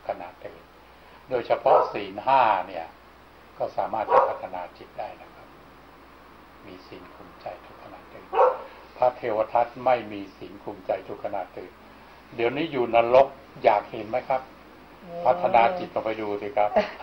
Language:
Thai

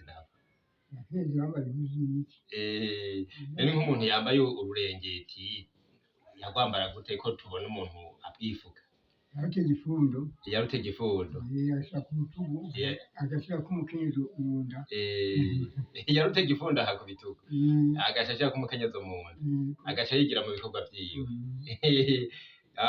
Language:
Rundi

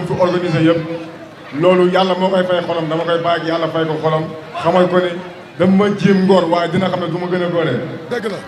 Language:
Wolof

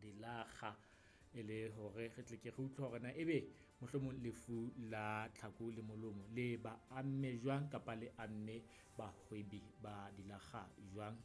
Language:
Southern Sotho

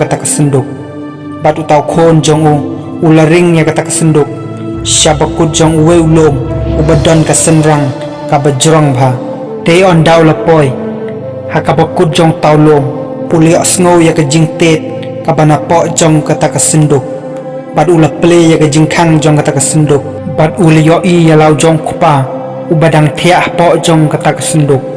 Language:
Khasi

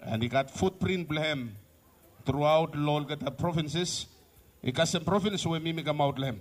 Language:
Bislama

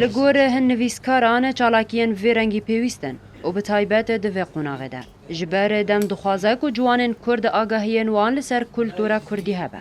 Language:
Kurdish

